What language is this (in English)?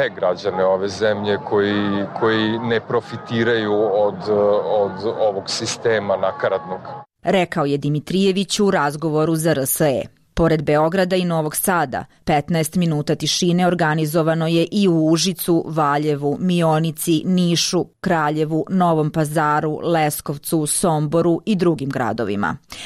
Serbian